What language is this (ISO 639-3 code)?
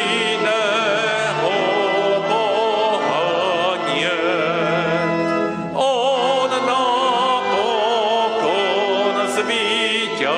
slk